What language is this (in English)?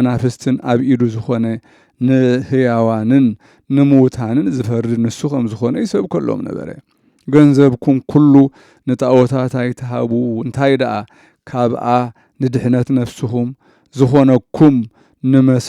Tigrinya